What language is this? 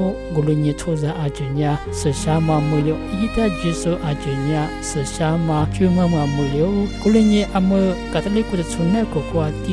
Lisu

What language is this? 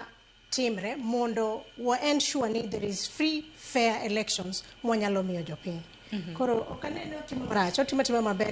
Luo (Kenya and Tanzania)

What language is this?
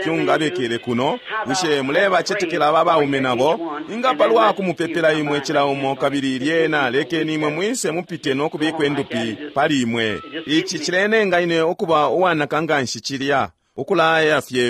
Bemba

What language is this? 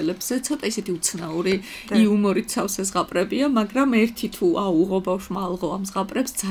Georgian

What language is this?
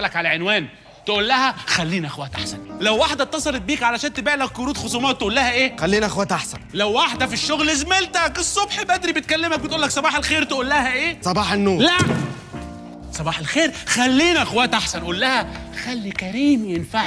Egyptian Arabic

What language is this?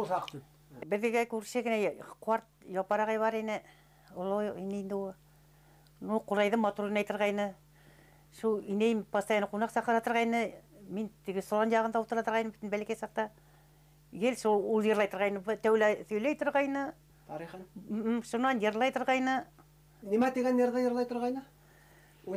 Bashkir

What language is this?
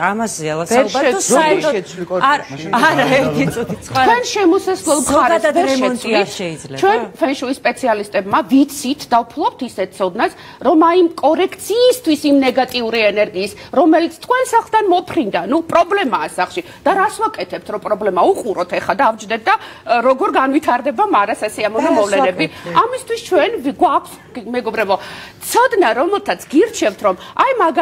Georgian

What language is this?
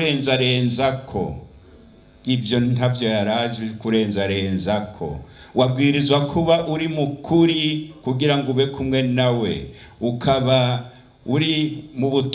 Rundi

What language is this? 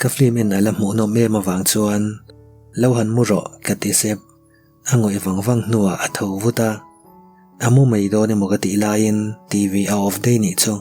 Mizo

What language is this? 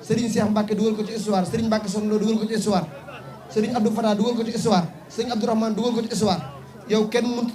Wolof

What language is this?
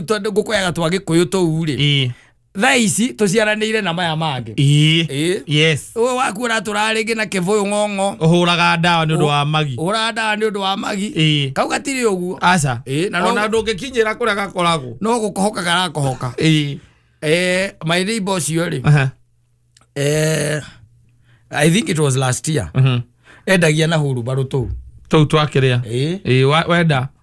Kikuyu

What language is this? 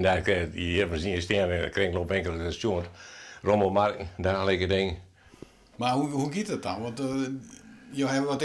Western Frisian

